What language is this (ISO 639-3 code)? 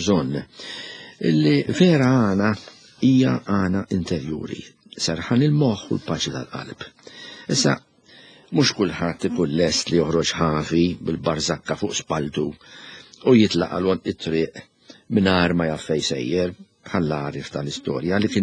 mlt